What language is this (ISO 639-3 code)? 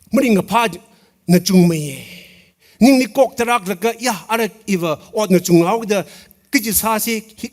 nmf